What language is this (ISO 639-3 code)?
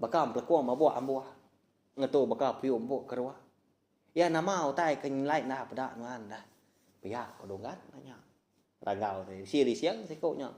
iba